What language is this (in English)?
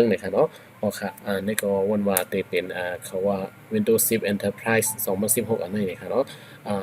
Shan